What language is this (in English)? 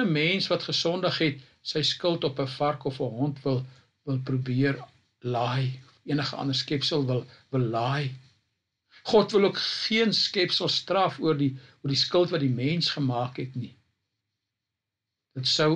Afrikaans